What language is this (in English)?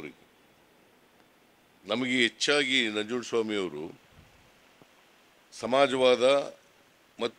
Kannada